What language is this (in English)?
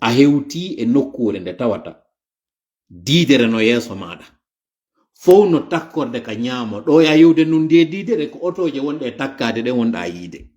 Fula